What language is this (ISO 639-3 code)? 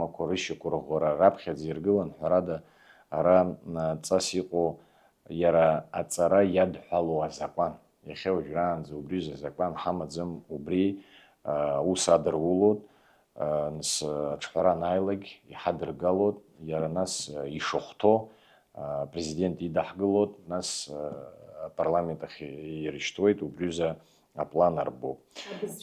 abk